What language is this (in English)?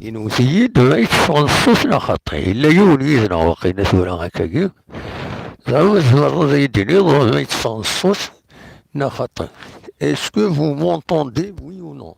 Kabyle